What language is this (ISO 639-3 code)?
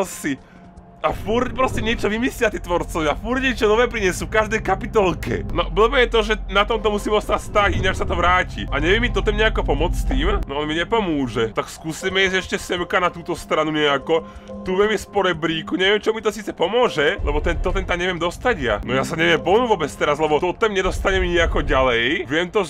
slk